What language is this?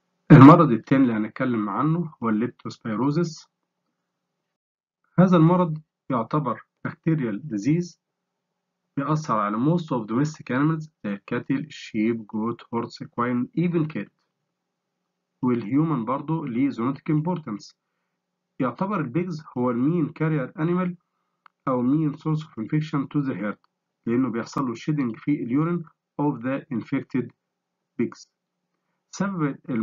Egyptian Arabic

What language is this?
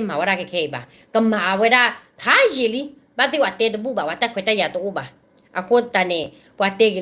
S'gaw Karen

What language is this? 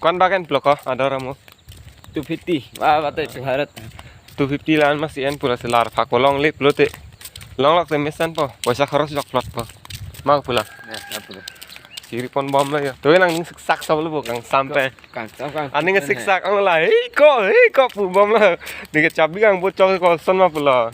Karbi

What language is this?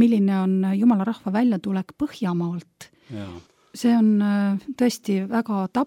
Estonian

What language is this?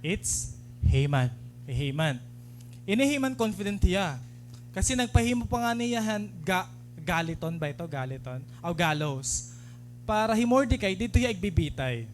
Waray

